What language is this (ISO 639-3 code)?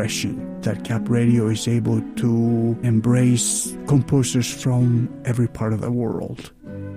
eng